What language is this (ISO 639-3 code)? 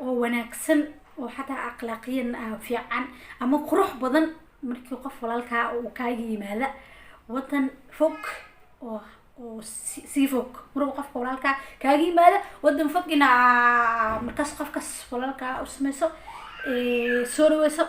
som